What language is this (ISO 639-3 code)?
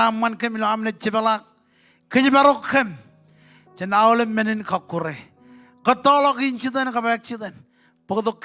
mah